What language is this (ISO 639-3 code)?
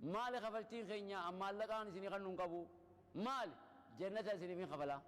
orm